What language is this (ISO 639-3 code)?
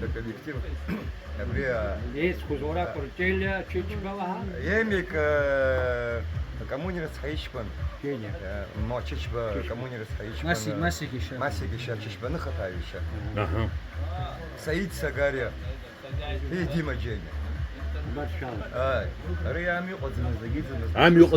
abk